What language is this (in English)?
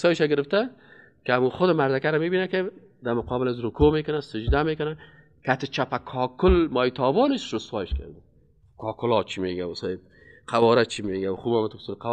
Persian